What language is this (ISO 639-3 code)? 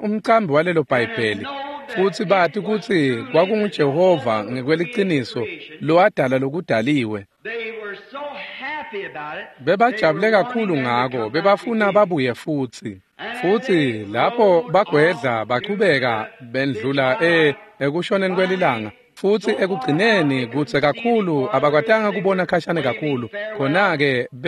ssw